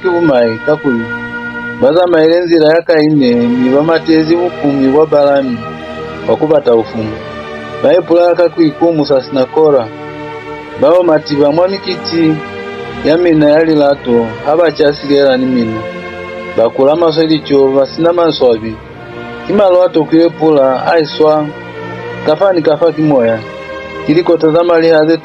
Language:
Lozi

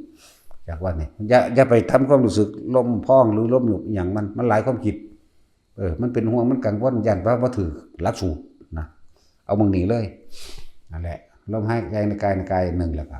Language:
Northeastern Thai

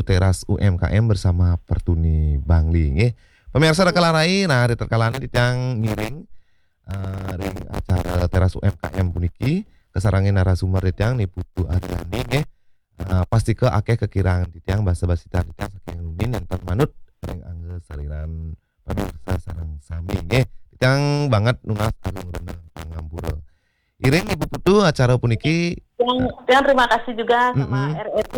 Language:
Balinese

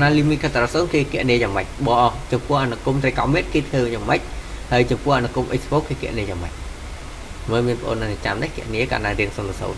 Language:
Khmer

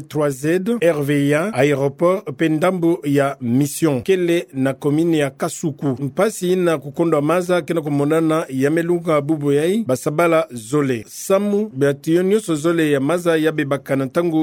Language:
Kituba (Democratic Republic of Congo)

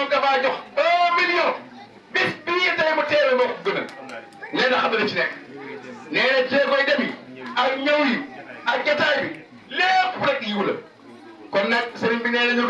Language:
Wolof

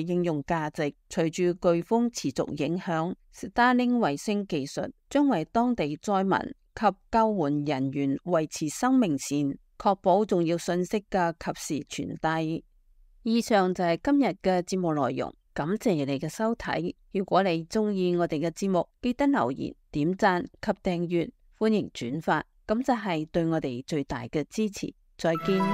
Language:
Cantonese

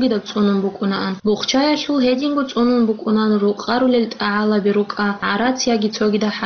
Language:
Avaric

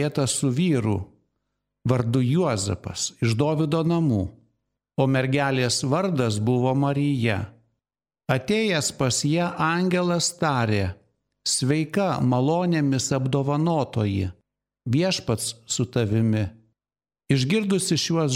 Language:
Lithuanian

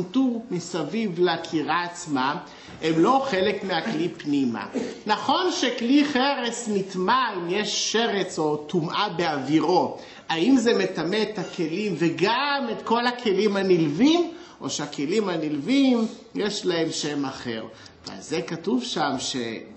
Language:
Hebrew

